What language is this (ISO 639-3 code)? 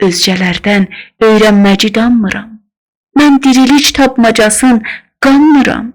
azb